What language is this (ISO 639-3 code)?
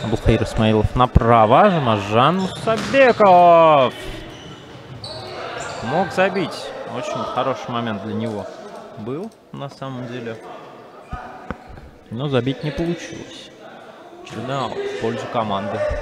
rus